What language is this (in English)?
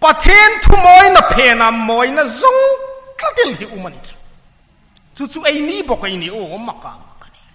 Hmar